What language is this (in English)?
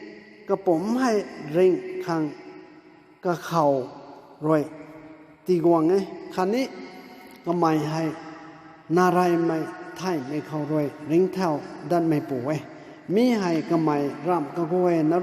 Rongmei Naga